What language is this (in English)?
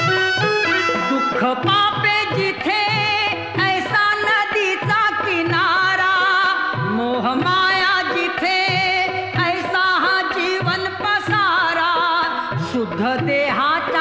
Marathi